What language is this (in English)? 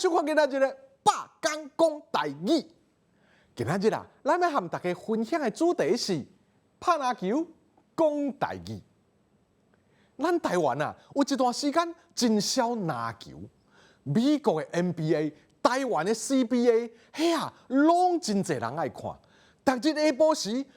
Min Nan Chinese